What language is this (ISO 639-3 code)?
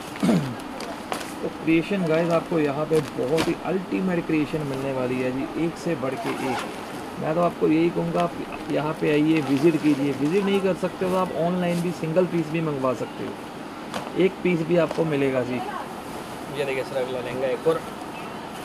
hin